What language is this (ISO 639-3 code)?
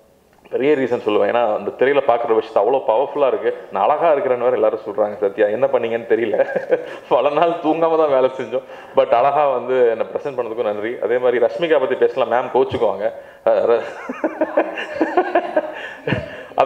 tam